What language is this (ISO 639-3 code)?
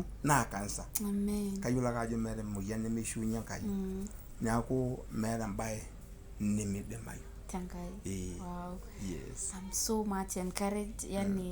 mas